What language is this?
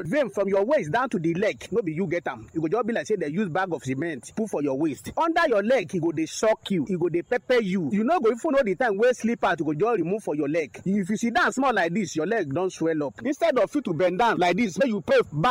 Nigerian Pidgin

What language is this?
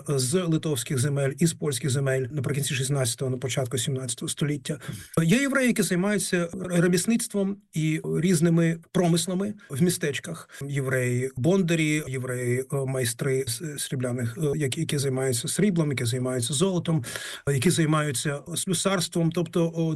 Ukrainian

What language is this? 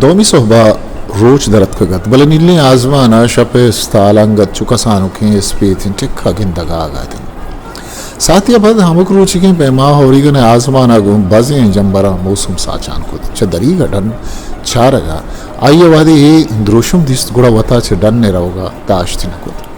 Eastern Balochi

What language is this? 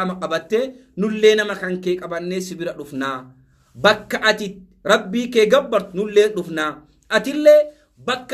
Oromo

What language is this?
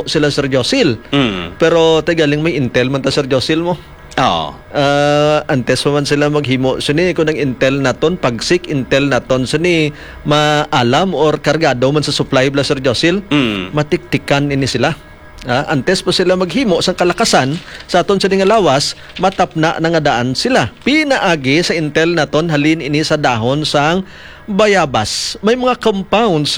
Hiligaynon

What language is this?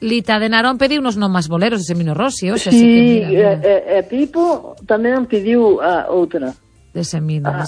Galician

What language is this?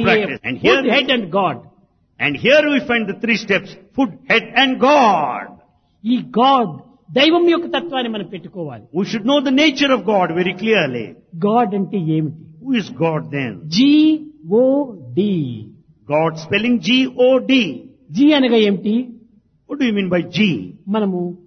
Telugu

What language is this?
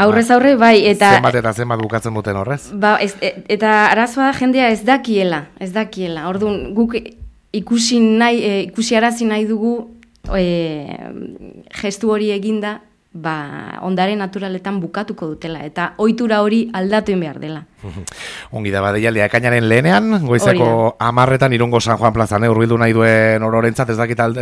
Basque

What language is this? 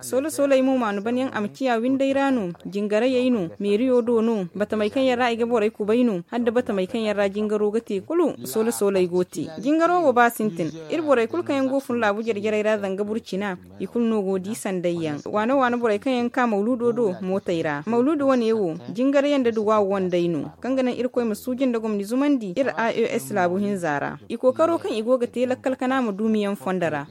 Zarma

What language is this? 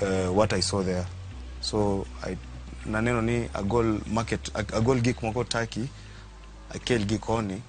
Luo (Kenya and Tanzania)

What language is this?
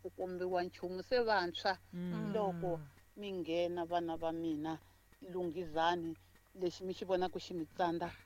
Tsonga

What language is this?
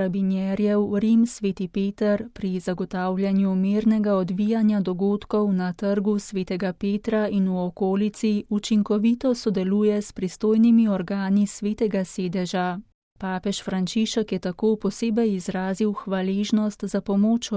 Slovenian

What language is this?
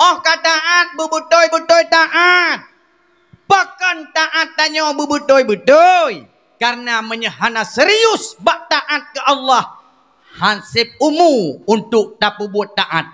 Achinese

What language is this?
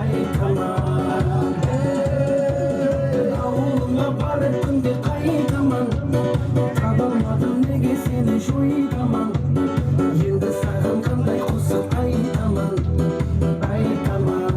Kara-Kalpak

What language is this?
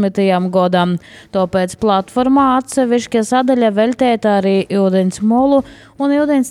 Latvian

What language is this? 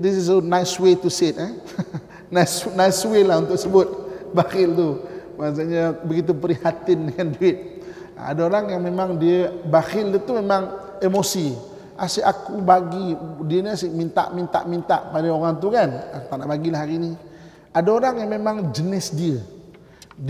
Malay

